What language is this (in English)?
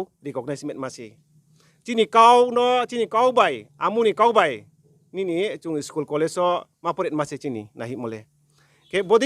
Riang (India)